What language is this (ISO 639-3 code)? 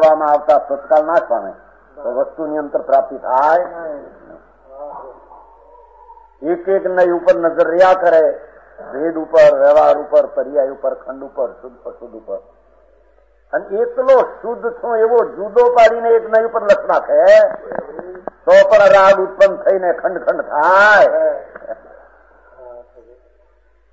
guj